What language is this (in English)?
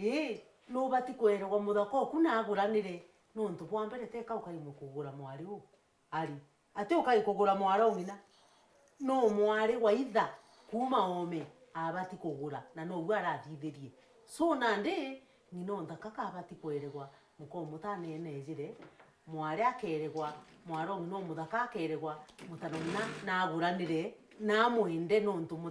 Meru